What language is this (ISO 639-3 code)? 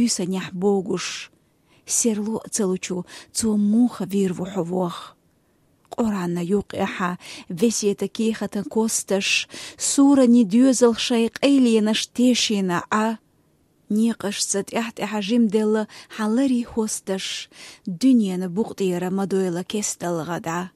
che